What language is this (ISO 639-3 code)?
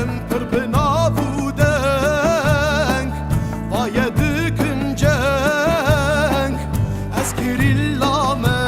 kur